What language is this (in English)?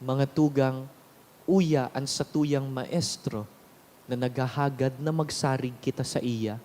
Bikol